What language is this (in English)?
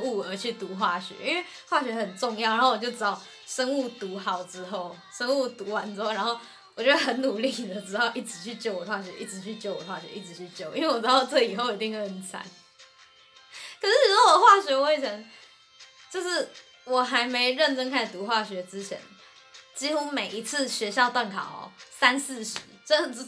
Chinese